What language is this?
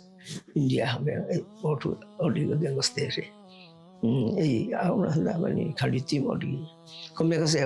Divehi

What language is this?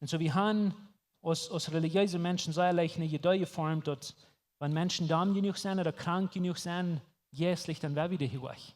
Plautdietsch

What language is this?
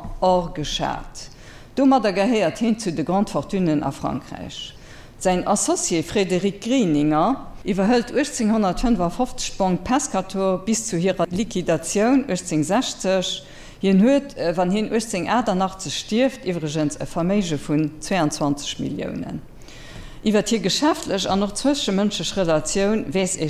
Luxembourgish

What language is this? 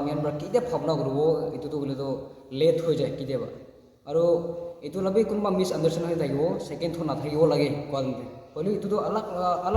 Naga Pidgin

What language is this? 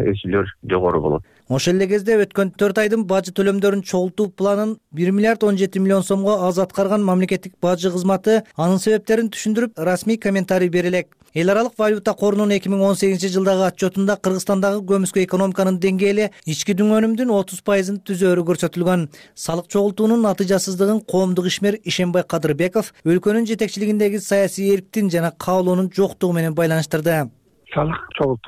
Kyrgyz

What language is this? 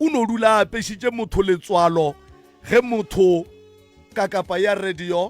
Northern Sotho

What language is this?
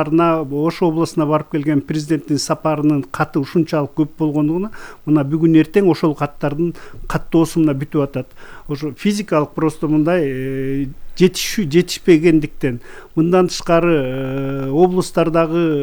Kyrgyz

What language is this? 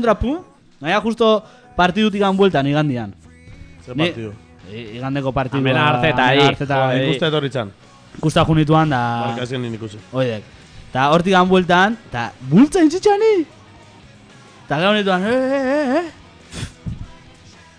Basque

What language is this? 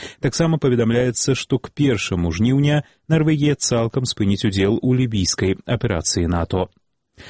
Belarusian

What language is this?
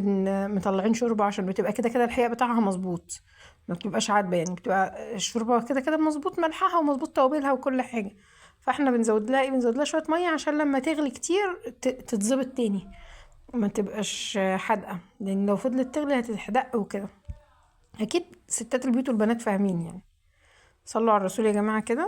Egyptian Arabic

